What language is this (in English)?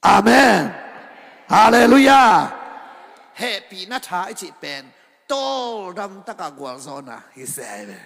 Tedim Chin